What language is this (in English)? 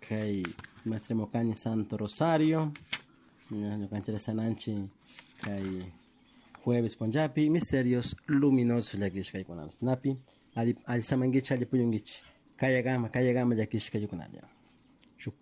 Chimborazo Highland Quichua